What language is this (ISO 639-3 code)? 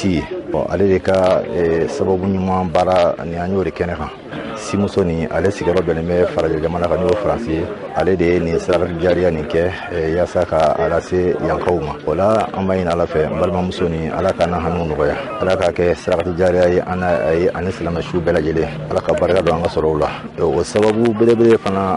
bam